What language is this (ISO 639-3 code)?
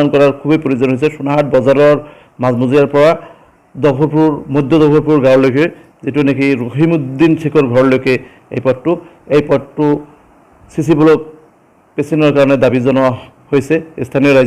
asm